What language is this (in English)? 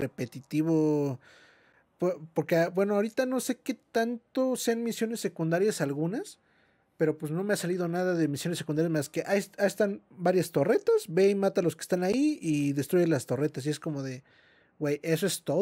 Spanish